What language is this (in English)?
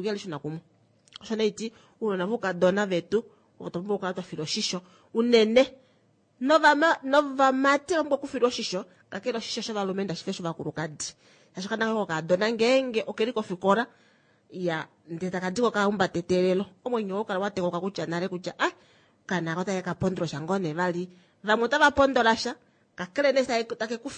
Kuanyama